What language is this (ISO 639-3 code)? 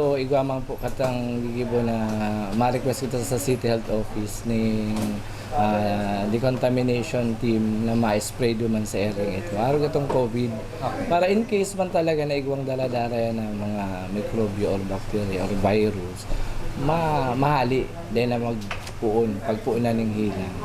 bik